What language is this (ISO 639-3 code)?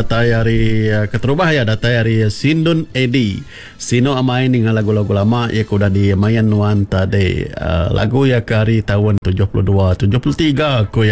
iba